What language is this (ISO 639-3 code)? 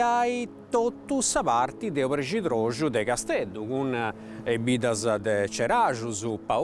srd